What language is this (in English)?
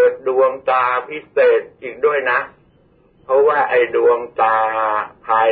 Thai